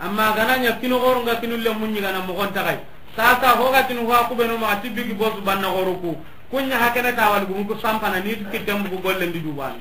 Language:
Soninke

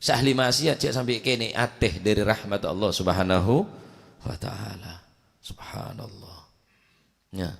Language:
Madurese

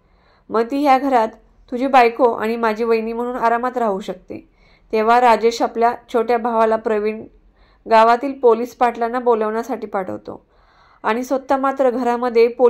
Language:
Marathi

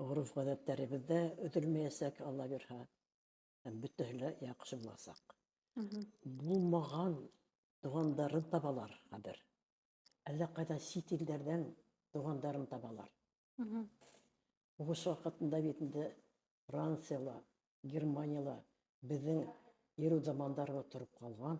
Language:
Bashkir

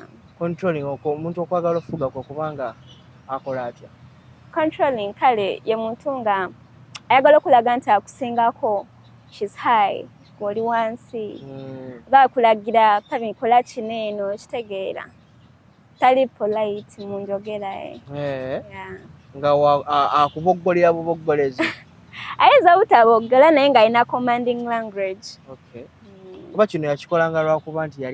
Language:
Ganda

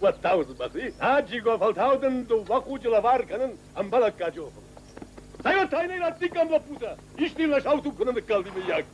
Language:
Ossetic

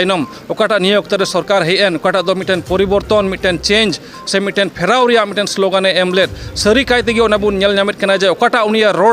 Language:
Santali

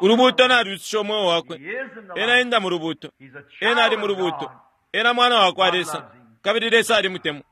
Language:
Bemba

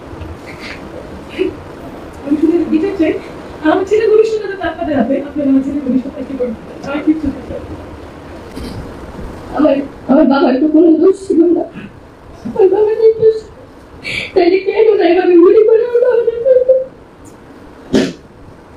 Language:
Bangla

